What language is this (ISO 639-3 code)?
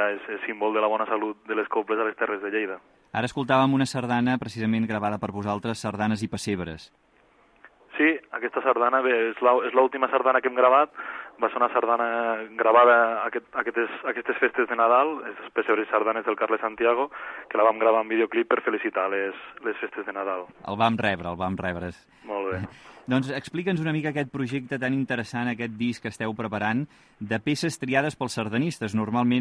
cat